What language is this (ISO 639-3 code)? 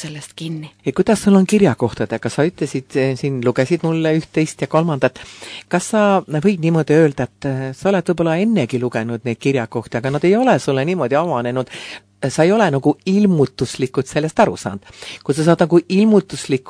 est